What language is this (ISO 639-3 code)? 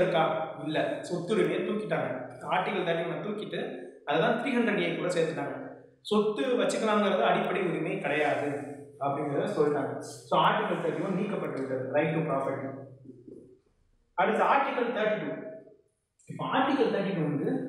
tam